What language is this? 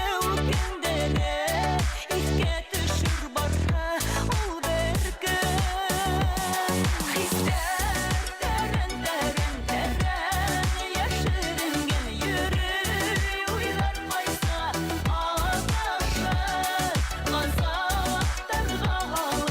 Bashkir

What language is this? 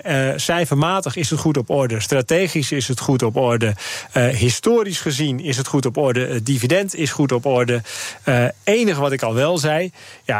Dutch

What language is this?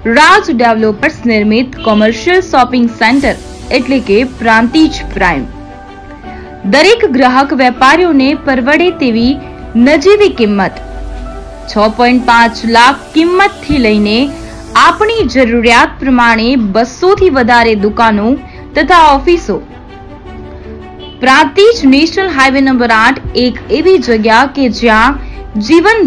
Gujarati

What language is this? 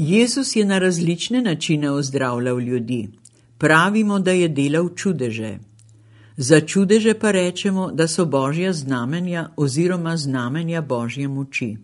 Slovenian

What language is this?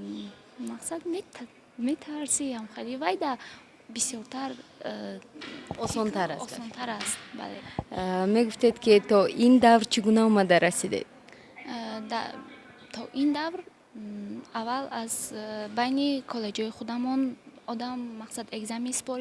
Tajik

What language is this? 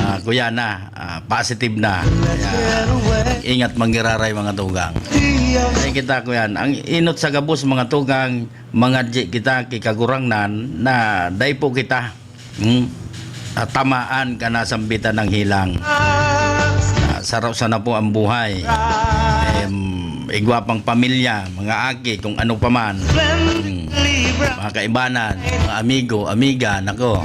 Bikol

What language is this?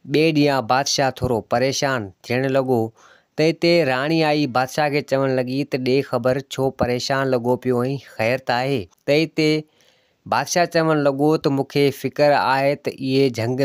Sindhi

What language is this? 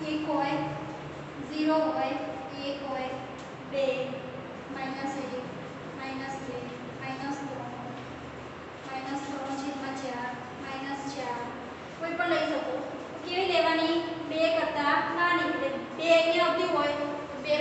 Gujarati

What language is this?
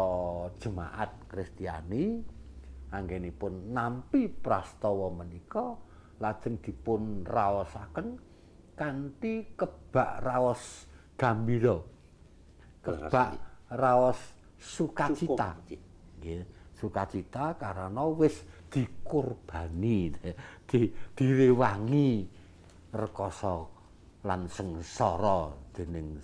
Javanese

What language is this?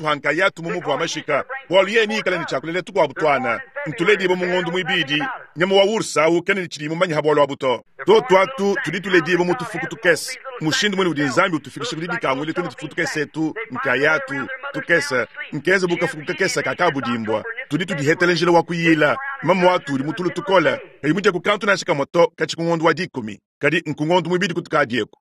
Luba-Lulua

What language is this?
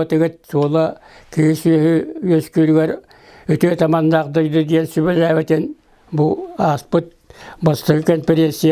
Yakut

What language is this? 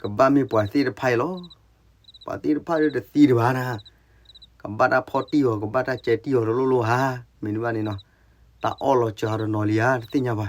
S'gaw Karen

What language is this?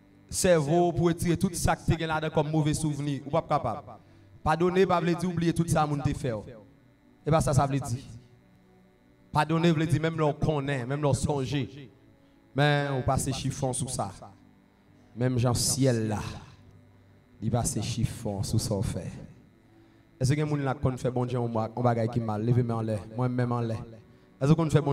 French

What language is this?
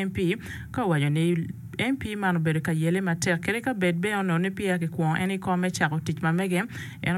Acoli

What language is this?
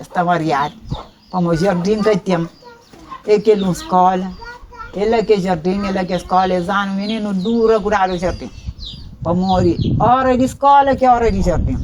Kabuverdianu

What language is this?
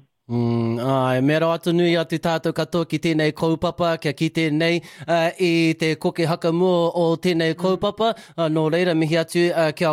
Māori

